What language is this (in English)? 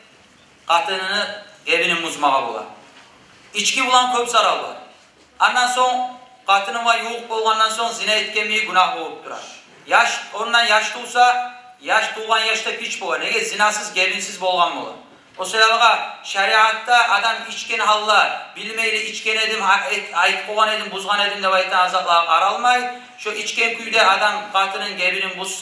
Kumyk